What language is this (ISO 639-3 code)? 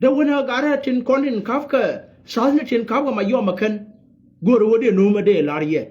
nus